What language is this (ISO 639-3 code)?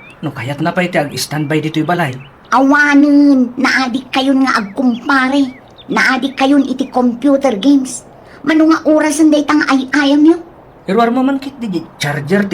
ilo